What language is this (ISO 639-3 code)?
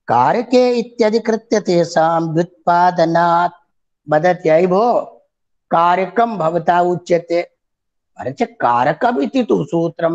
san